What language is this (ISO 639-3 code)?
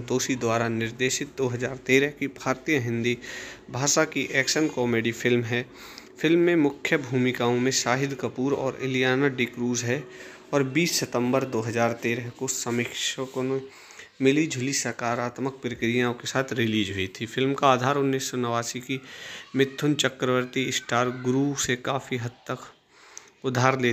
hin